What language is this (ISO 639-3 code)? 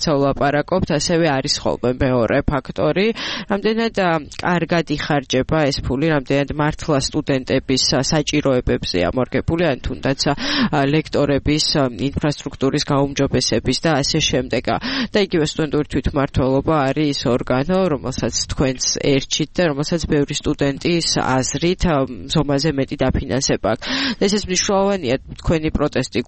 kat